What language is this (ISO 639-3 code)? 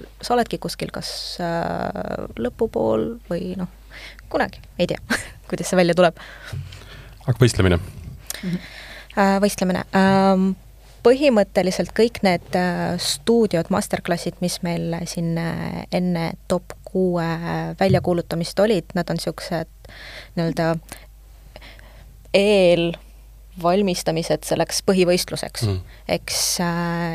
est